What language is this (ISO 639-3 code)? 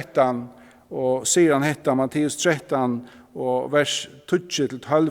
fao